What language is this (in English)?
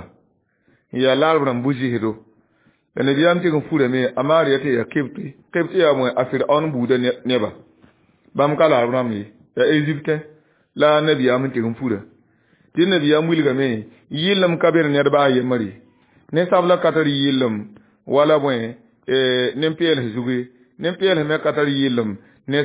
Mossi